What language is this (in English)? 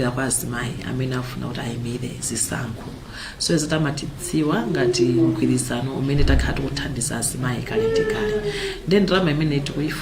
Nyanja